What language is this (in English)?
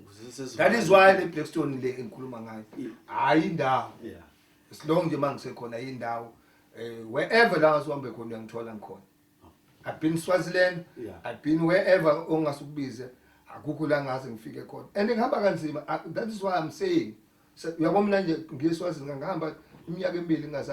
Zulu